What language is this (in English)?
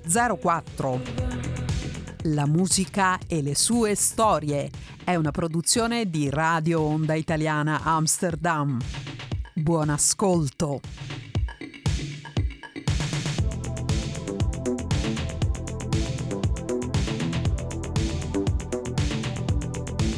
Italian